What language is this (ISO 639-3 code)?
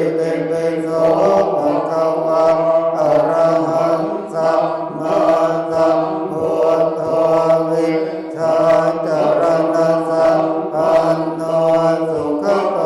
pli